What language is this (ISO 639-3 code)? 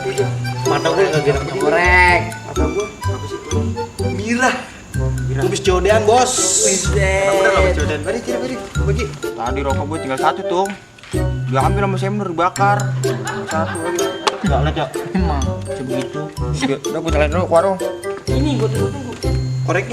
bew